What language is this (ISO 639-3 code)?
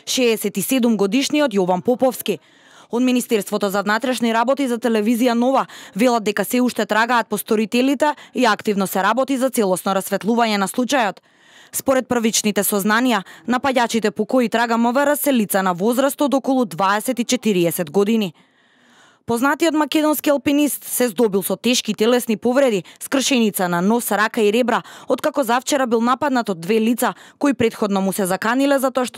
mkd